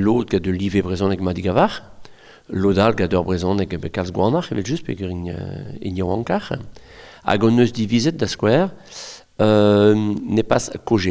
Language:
Breton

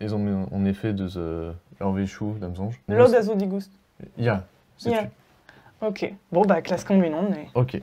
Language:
Breton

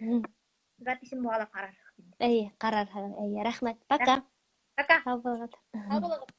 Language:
Bashkir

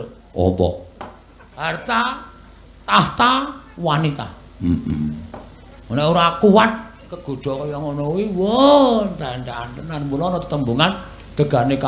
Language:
Javanese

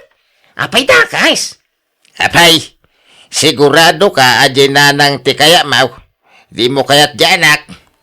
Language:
Iloko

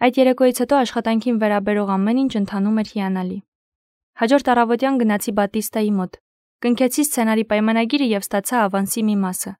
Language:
Armenian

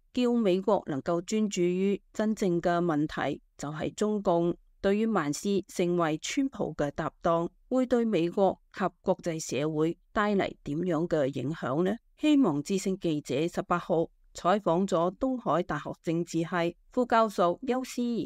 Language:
Cantonese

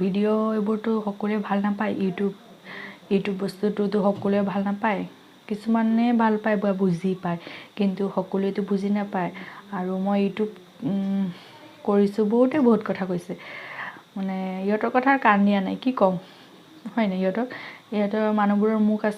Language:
Assamese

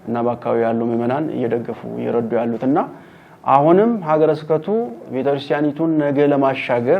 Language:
Amharic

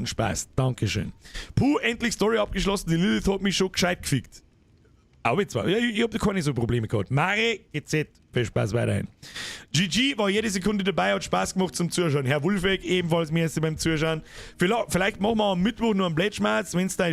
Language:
Bavarian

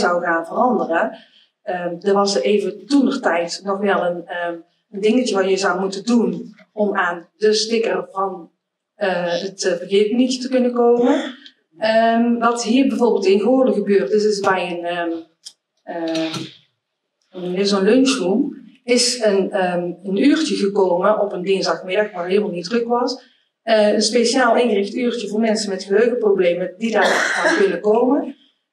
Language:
Dutch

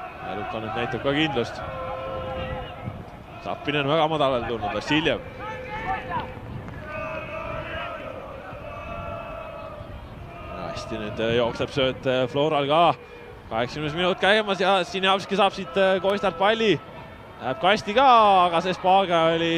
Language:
Estonian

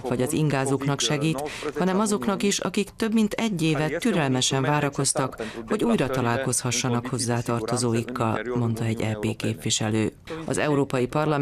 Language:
Hungarian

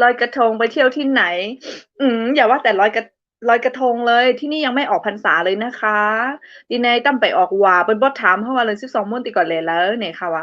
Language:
Shan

